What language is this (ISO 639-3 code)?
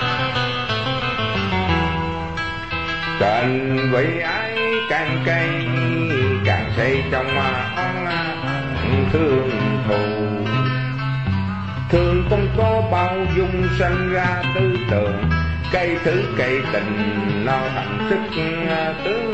vie